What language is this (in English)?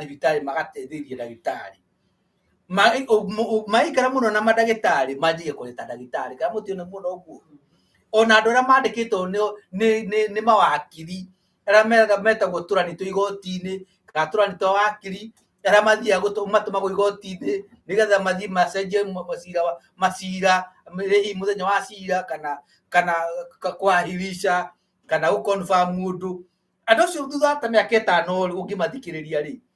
Kikuyu